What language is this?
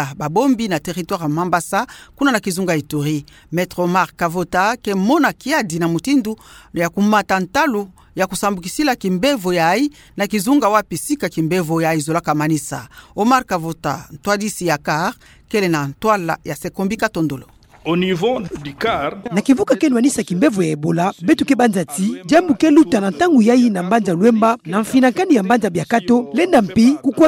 Kituba (Democratic Republic of Congo)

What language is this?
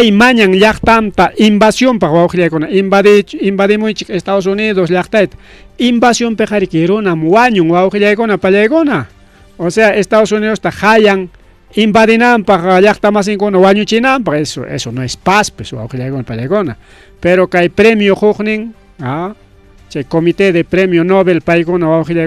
Ayacucho Quechua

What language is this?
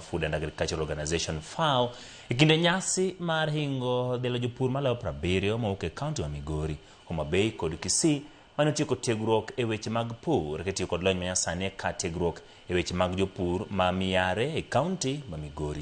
Luo (Kenya and Tanzania)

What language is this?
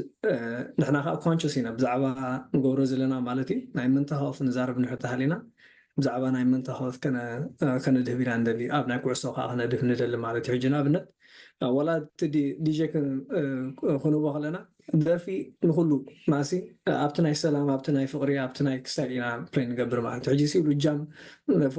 Tigrinya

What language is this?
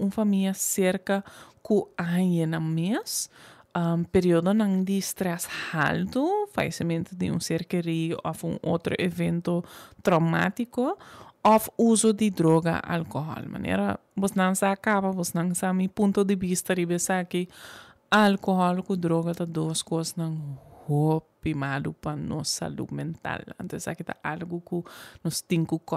Papiamento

